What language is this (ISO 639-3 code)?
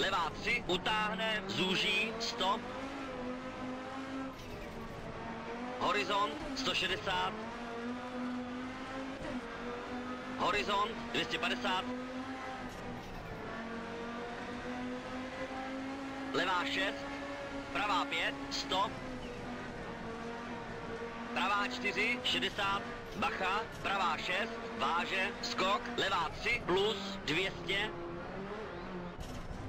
ces